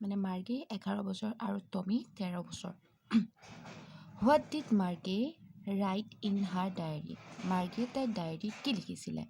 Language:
Assamese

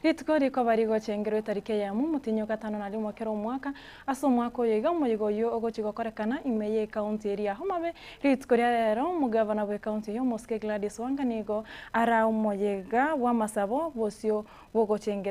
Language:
Gusii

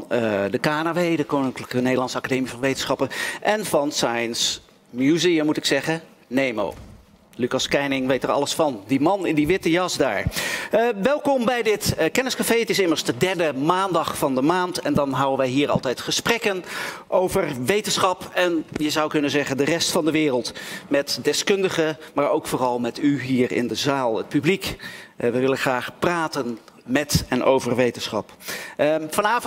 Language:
Dutch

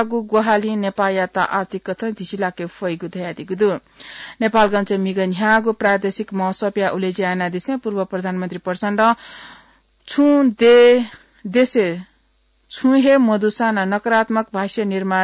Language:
Newari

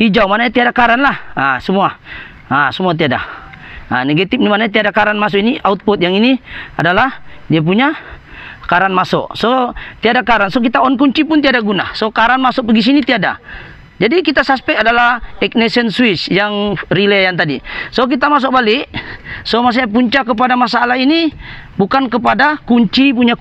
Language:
Malay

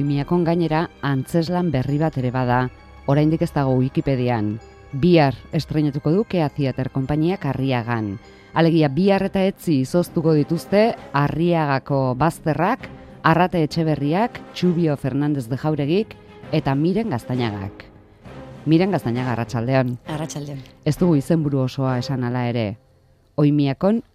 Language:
Basque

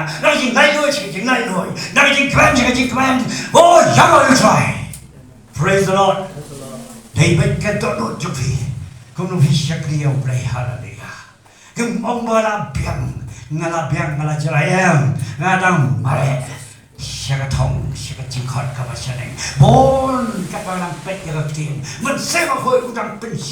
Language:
Khasi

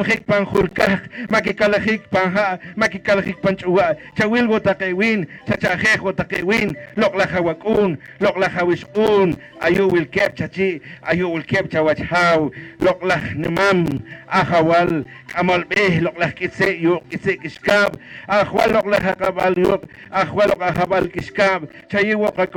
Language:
Poqomchi'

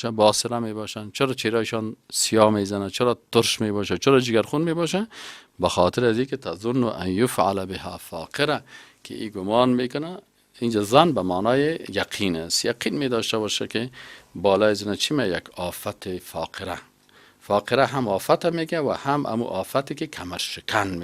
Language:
Persian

